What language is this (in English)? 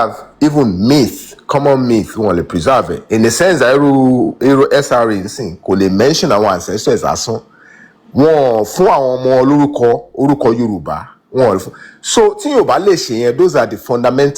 Yoruba